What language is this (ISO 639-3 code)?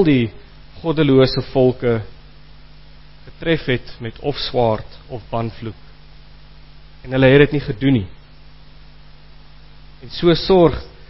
afr